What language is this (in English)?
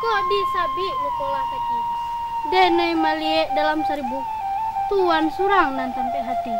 Minangkabau